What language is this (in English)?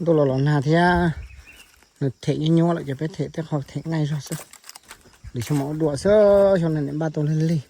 Hmong